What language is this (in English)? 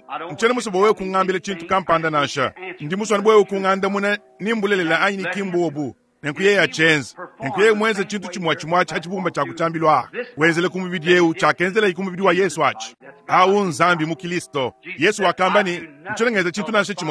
Luba-Lulua